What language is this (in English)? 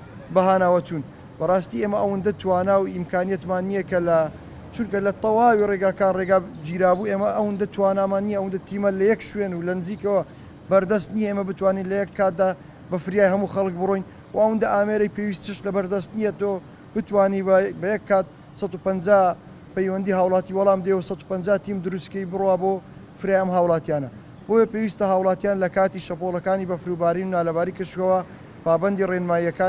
Central Kurdish